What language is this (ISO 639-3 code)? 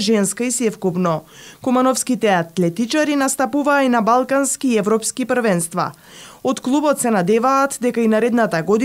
mkd